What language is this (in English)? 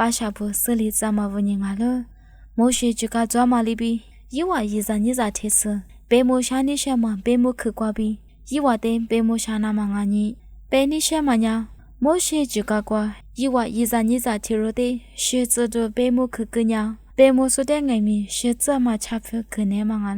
Lisu